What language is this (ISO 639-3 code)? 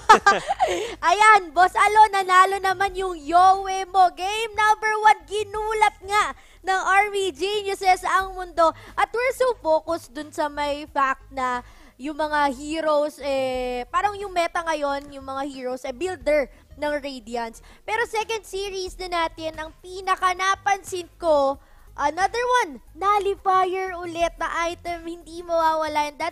fil